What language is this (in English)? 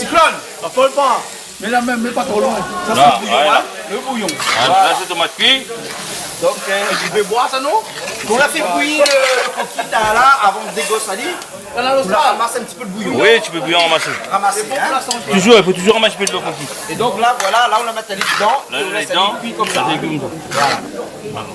Réunion Creole French